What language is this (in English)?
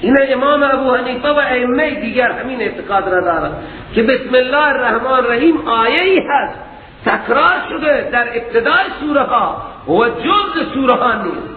Persian